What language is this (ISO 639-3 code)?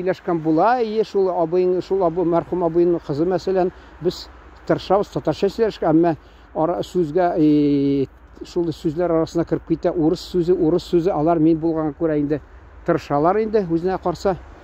tat